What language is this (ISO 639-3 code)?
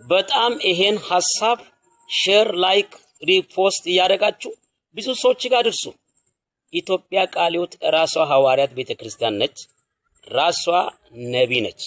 amh